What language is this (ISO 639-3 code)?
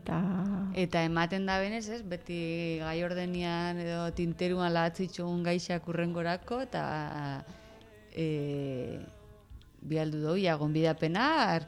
eus